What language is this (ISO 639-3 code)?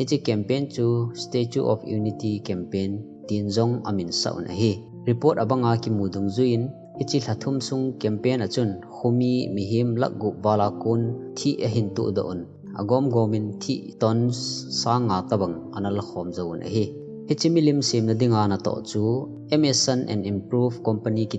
tcz